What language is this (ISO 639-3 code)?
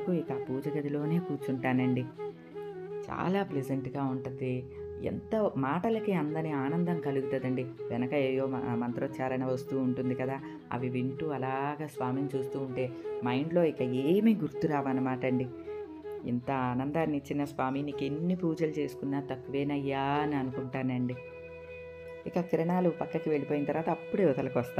tel